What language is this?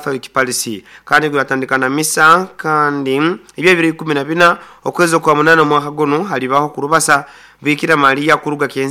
Nyoro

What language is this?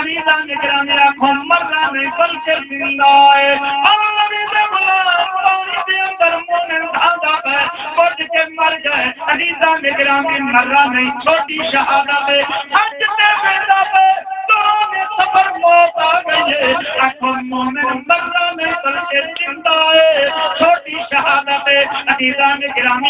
Saraiki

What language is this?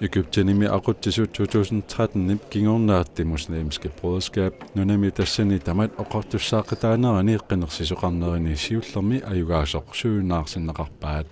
Kalaallisut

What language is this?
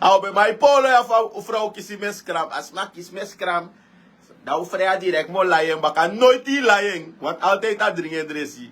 Sranan Tongo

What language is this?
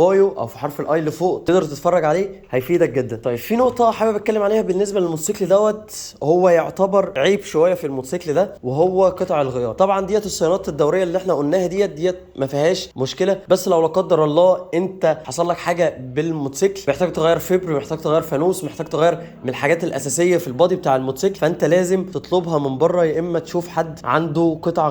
Egyptian Arabic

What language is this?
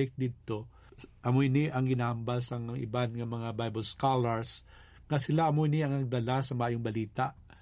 Hiligaynon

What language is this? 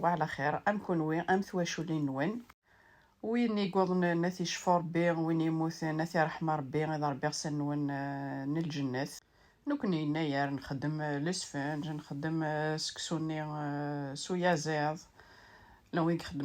Kabyle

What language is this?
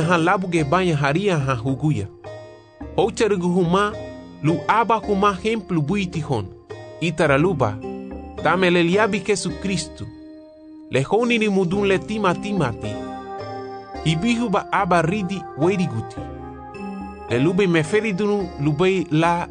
Garifuna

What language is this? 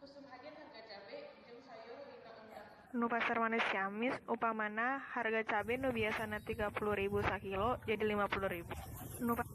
Sundanese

